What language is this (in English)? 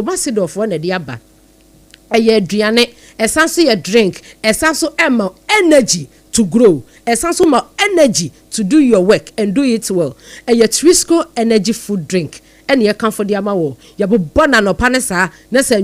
Akan